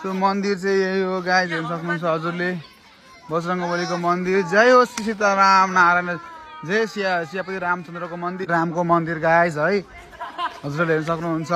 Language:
Nepali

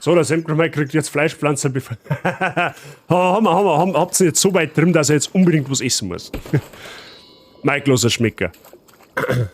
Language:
Bavarian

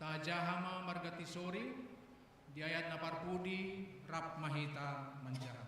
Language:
Batak Toba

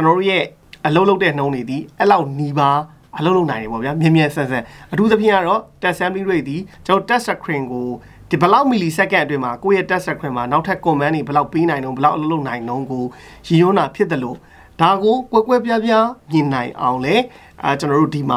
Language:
Burmese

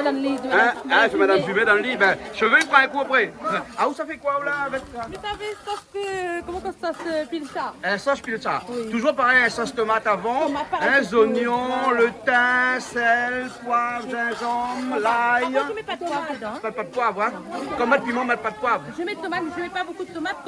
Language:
Réunion Creole French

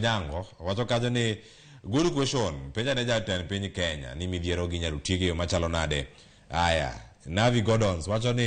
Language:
Luo (Kenya and Tanzania)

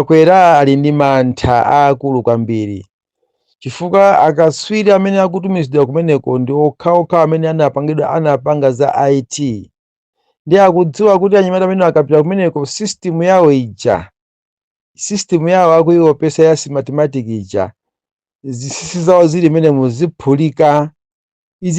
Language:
Nyanja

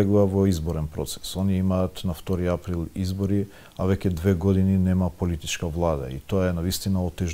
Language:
Macedonian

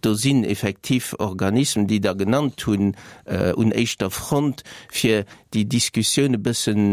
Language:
Luxembourgish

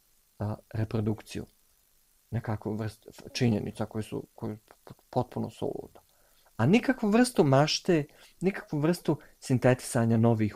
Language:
Bosnian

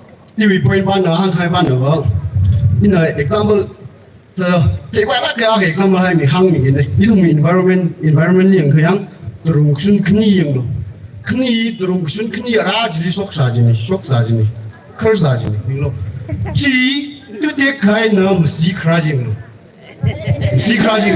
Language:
Tangkhul Naga (India)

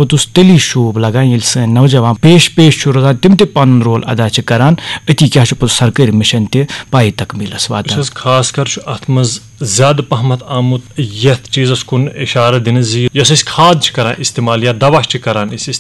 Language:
Kashmiri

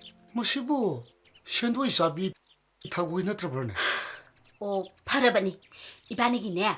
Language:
Manipuri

